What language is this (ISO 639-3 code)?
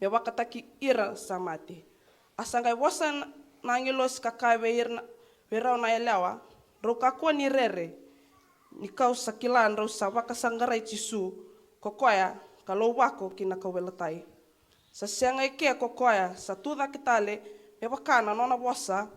fij